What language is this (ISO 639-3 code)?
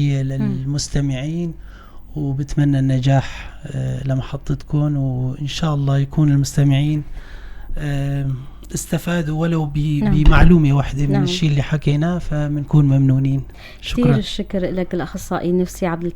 apc